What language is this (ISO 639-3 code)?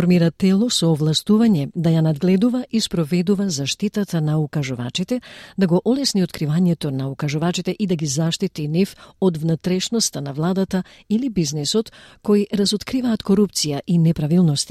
mkd